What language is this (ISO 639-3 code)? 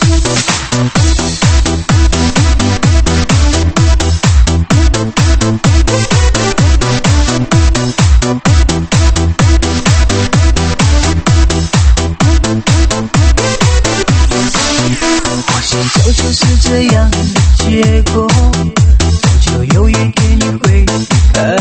zho